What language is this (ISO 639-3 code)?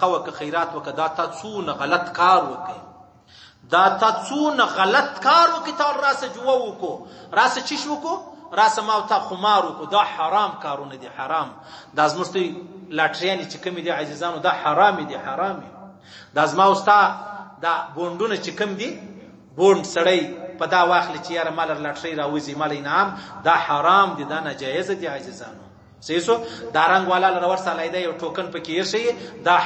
pus